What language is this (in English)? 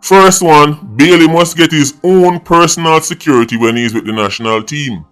Jamaican Creole English